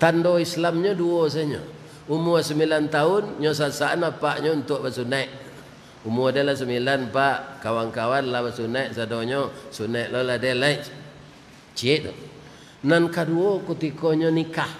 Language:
Minangkabau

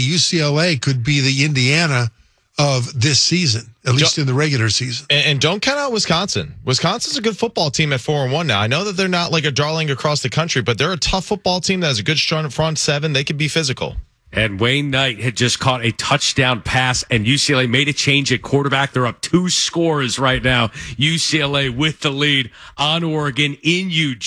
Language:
English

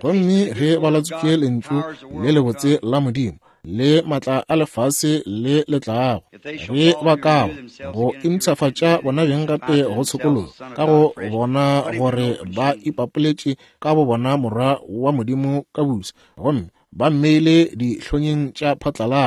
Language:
Northern Sotho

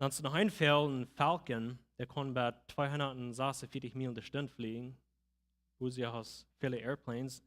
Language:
Plautdietsch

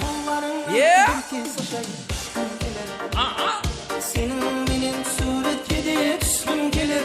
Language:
Kara-Kalpak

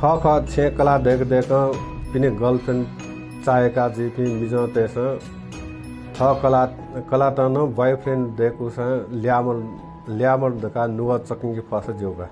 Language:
Newari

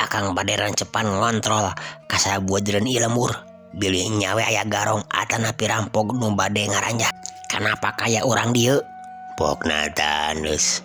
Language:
Sundanese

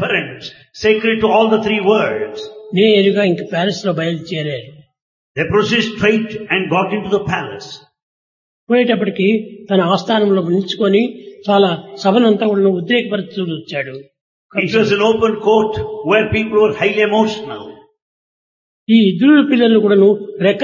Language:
Telugu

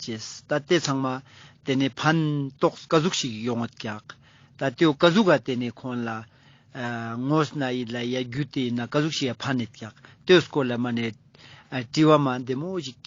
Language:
Ladakhi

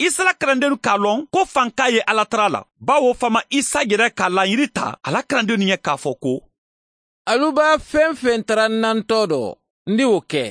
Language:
Bambara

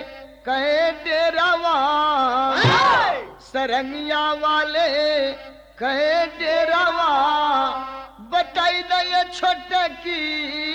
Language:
Bhojpuri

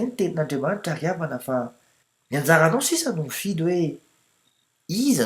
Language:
Malagasy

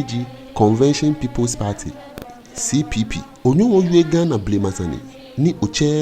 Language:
Ga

